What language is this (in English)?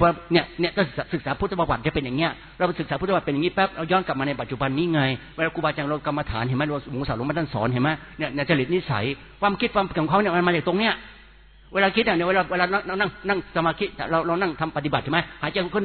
Thai